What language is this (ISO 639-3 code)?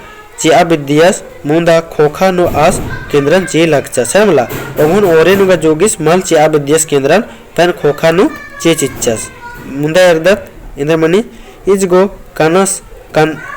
kru